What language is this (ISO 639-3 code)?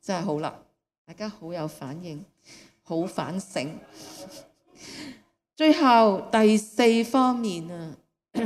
yue